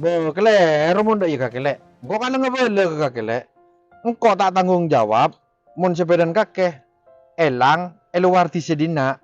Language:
Madurese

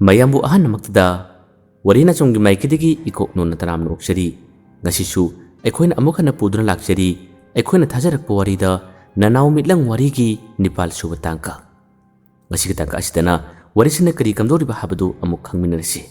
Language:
Manipuri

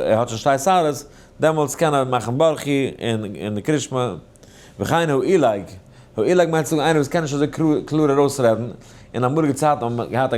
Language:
Yiddish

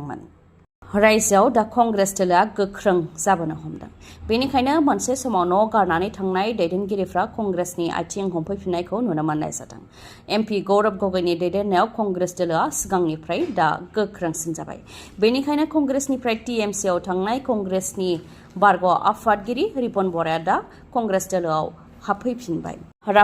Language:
Bodo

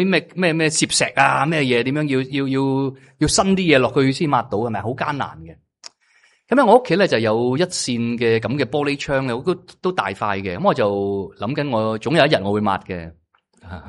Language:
Cantonese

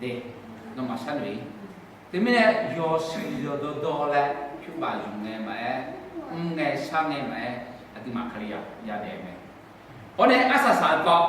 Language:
Akha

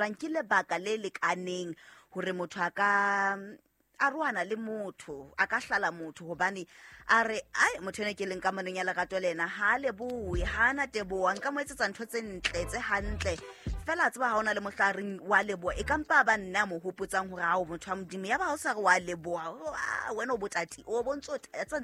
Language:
Southern Sotho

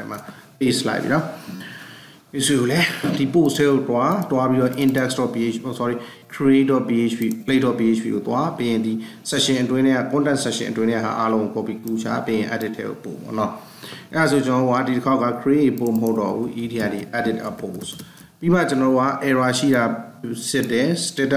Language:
Burmese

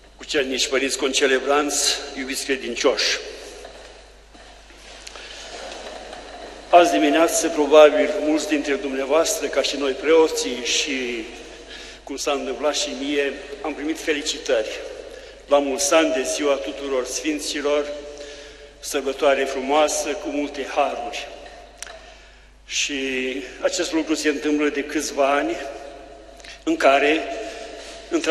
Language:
Romanian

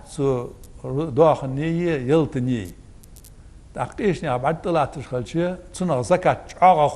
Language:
Ingush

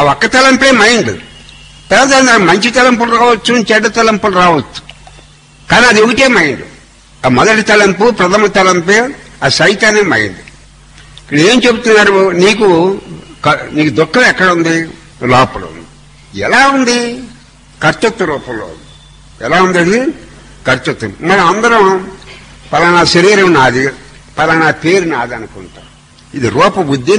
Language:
Telugu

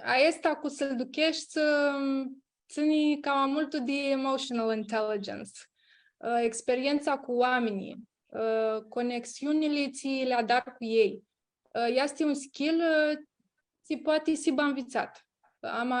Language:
Aromanian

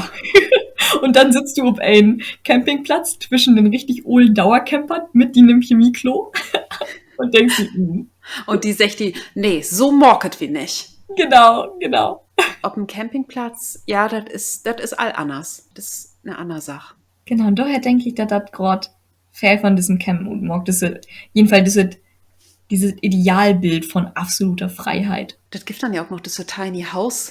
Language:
Low German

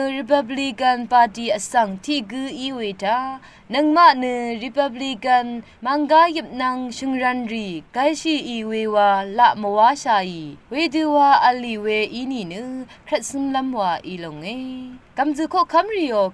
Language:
Rawang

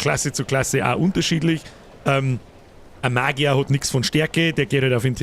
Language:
Bavarian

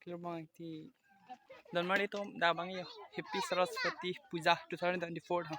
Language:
Karbi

